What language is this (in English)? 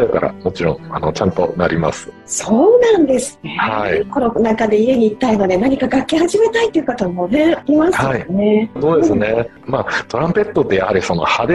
Japanese